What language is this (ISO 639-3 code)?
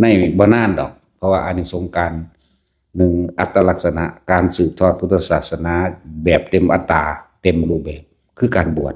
tts